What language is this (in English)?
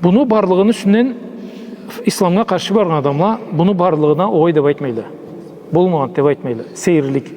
Karachay-Balkar